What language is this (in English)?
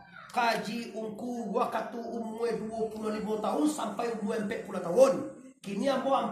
Minangkabau